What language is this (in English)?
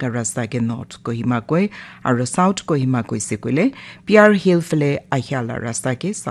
Naga Pidgin